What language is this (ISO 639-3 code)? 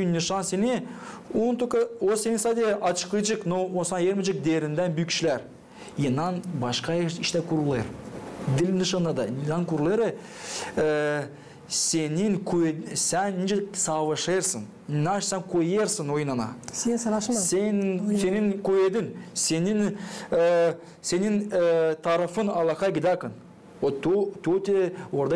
gag